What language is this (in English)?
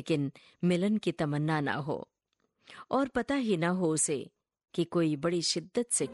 Hindi